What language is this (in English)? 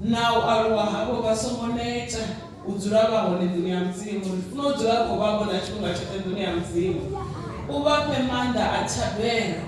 Venda